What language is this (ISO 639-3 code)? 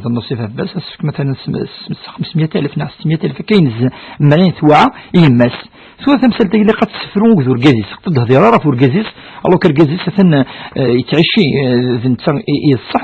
kab